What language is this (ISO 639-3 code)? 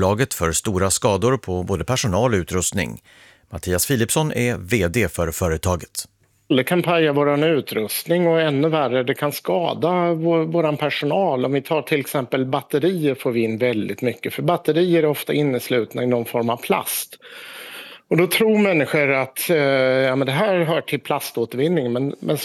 swe